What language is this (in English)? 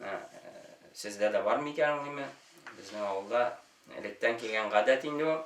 Tatar